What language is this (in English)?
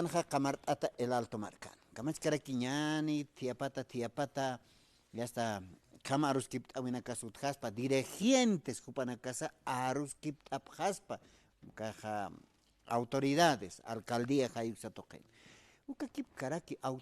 Aymara